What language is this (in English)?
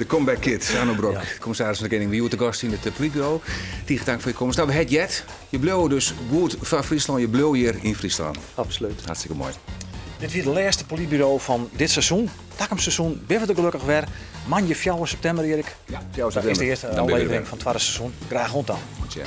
Western Frisian